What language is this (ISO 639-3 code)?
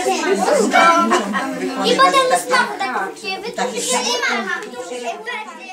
pol